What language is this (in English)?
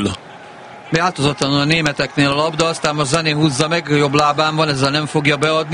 Hungarian